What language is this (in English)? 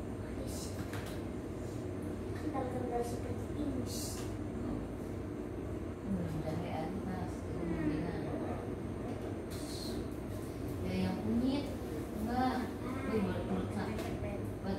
Indonesian